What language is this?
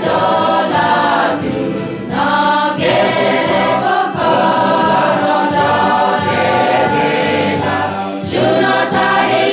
Lahu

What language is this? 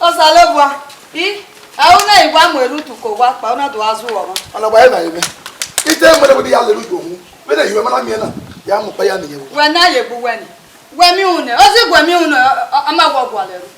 Bini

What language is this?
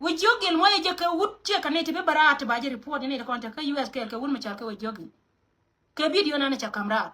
Nuer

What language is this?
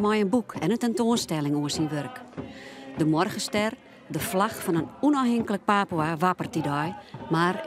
Western Frisian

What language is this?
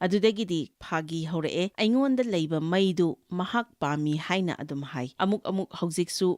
Manipuri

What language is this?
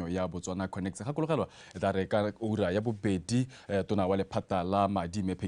Tswana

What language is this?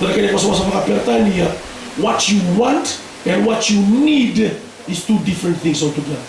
Fijian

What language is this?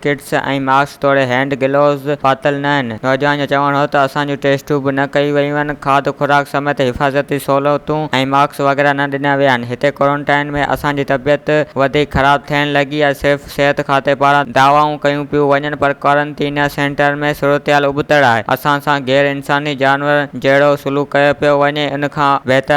Sindhi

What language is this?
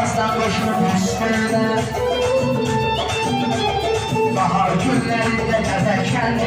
Turkish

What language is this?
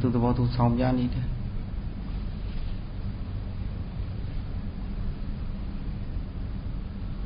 Burmese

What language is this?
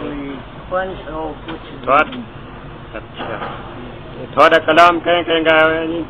Saraiki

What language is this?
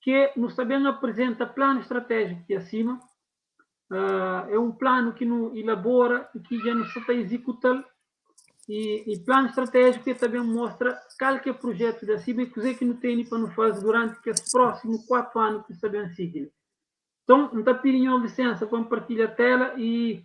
Kabuverdianu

